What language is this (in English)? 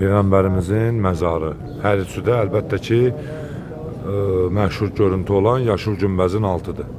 Azerbaijani